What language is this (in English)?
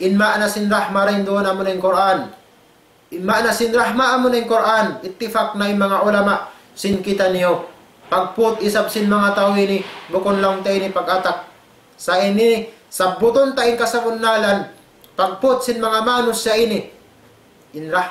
Tausug